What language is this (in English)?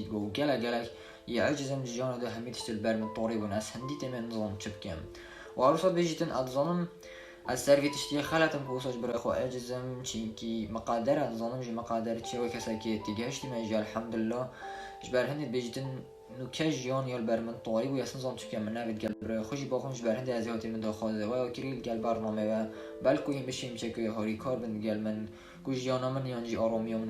Kurdish